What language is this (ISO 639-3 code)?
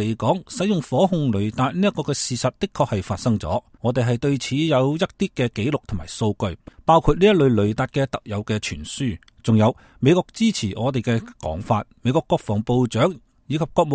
yue